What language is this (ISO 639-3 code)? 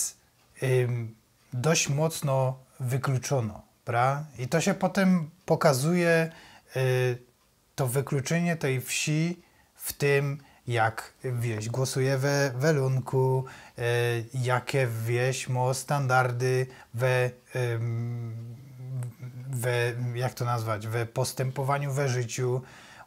szl